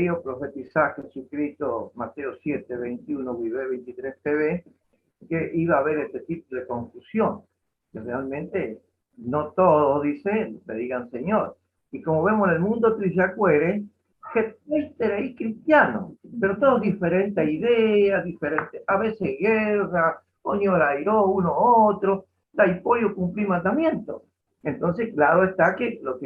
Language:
Guarani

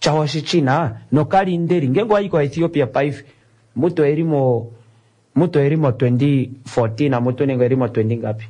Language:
Kuanyama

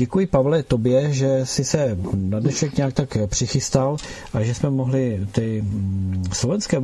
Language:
Czech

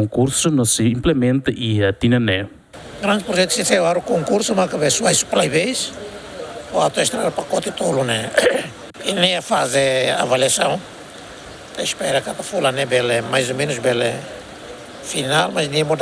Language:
Tetum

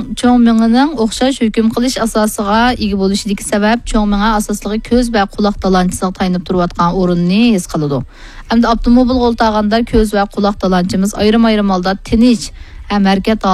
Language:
Uyghur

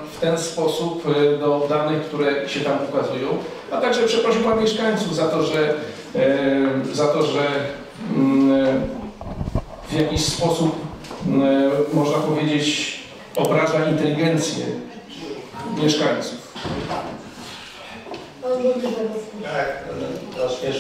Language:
Polish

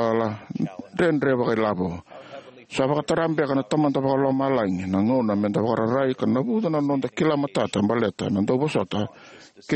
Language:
Fijian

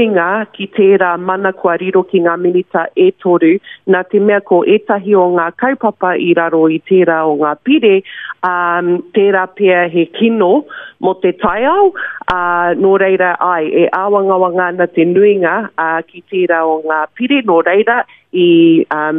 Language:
Māori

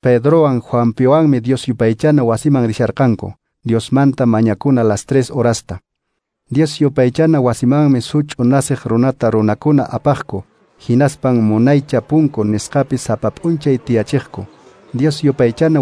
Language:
Quechua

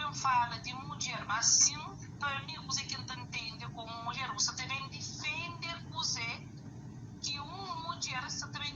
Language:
Kabuverdianu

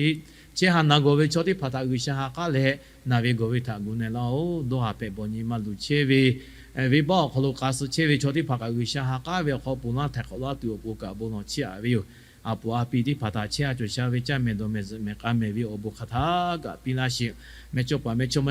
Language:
Lahu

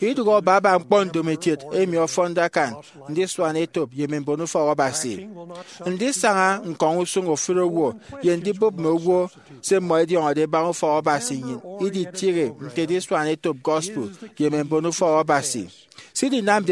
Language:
Efik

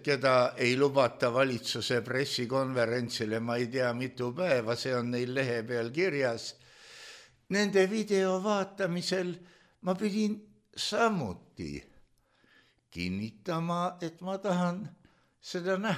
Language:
Estonian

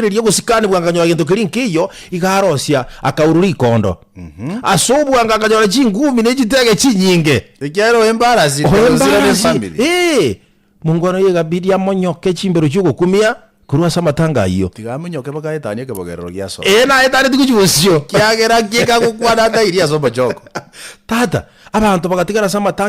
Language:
Gusii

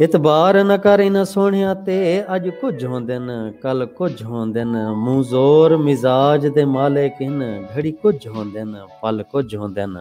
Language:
Saraiki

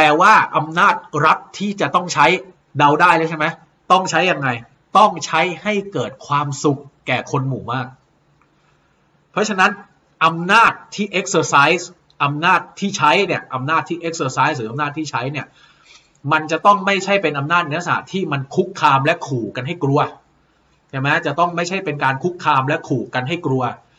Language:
Thai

